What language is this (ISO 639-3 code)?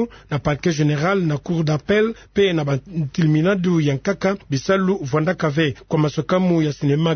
ktu